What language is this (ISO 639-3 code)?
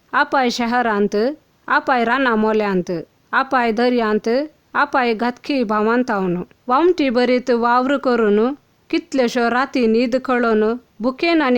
kok